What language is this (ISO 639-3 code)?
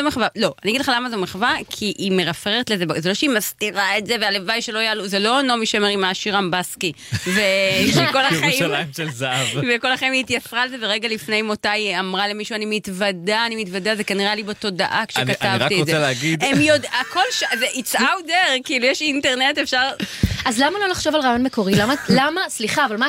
heb